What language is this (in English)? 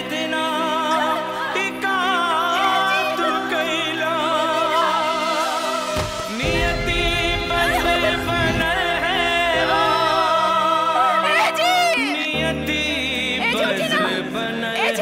Bhojpuri